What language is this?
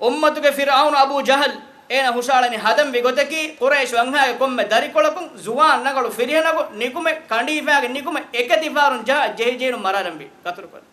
Divehi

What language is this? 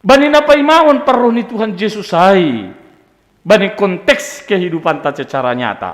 Batak Simalungun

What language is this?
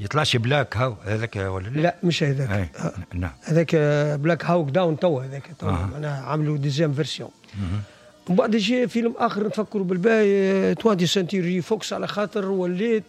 Tunisian Arabic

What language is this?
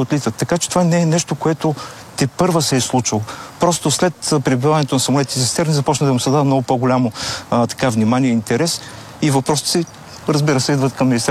Bulgarian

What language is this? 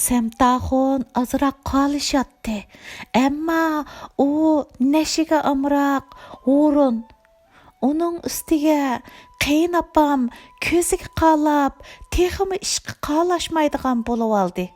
Uyghur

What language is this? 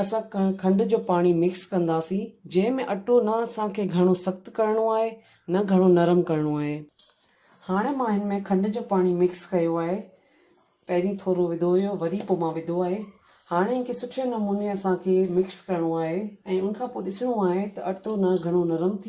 Sindhi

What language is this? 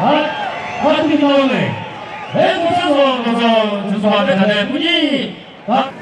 Chokri Naga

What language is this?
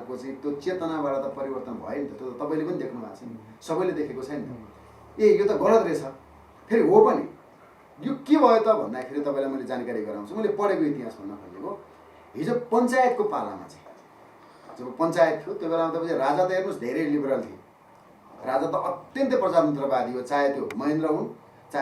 Nepali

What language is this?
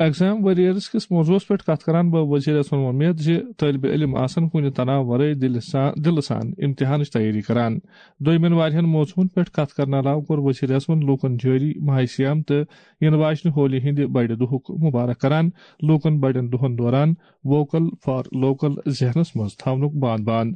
Kashmiri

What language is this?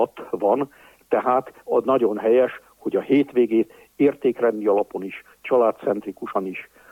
Hungarian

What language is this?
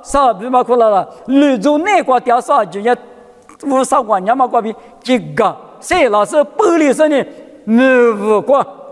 Lisu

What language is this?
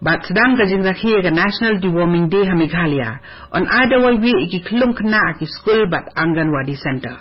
Khasi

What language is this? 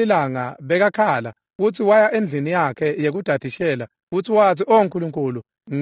Swati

